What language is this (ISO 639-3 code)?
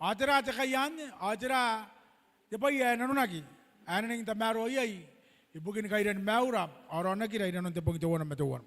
gil